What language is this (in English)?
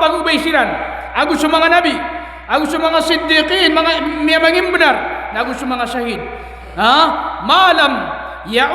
Maranao